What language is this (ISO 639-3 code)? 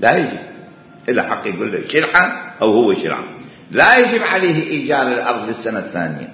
acm